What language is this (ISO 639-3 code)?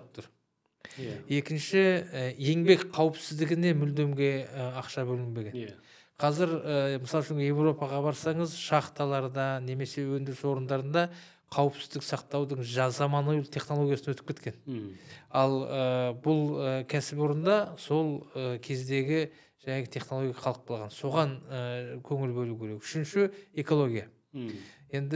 kaz